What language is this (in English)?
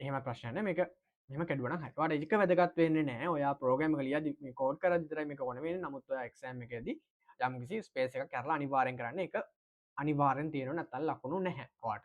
Sinhala